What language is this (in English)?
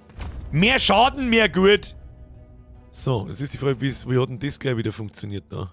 Bavarian